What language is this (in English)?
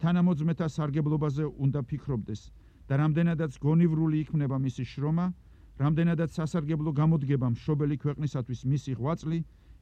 Georgian